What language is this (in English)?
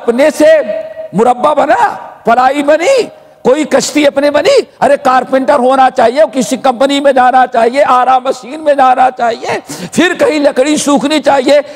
Urdu